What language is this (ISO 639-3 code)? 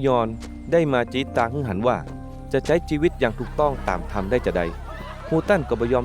nod